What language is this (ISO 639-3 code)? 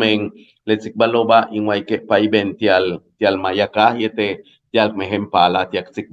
yua